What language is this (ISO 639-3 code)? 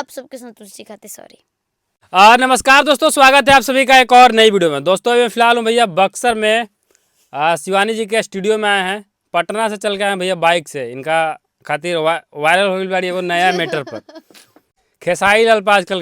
bho